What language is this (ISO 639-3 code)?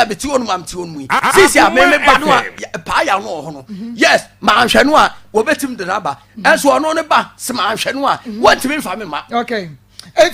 aka